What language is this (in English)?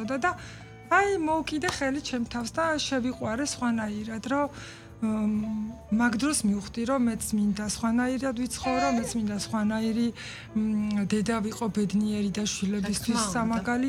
Georgian